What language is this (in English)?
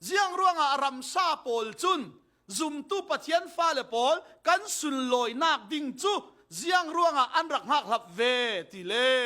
Falam Chin